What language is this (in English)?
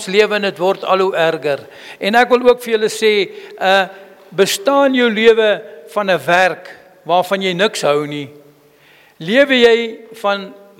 Afrikaans